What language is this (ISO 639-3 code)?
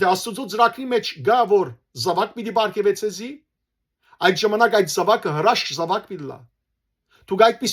hyw